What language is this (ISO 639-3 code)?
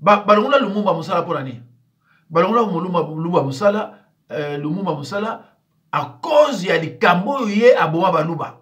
lin